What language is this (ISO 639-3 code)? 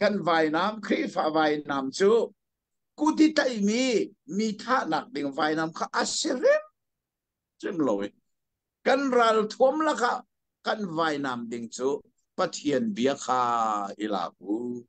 cnh